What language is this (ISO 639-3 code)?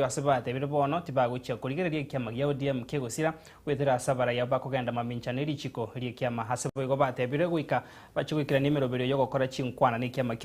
guz